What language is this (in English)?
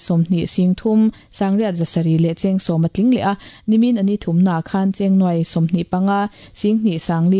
Mizo